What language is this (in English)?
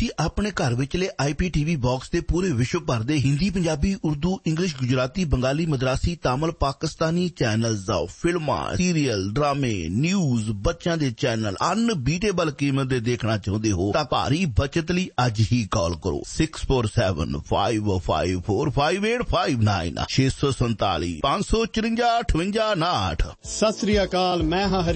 Punjabi